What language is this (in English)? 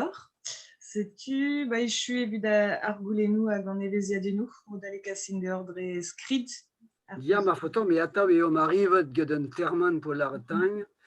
Breton